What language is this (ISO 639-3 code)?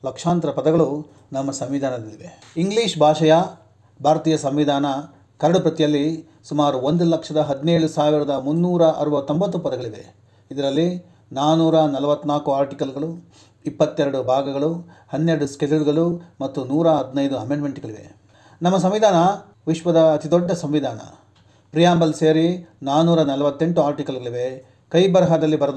kan